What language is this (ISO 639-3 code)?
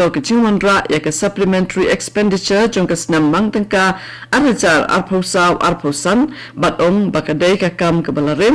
kha